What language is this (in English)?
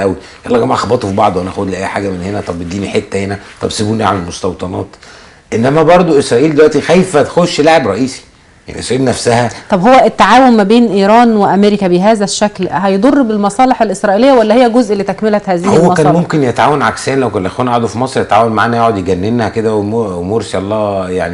Egyptian Arabic